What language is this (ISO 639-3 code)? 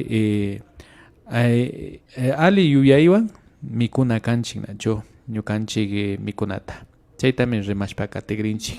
qvi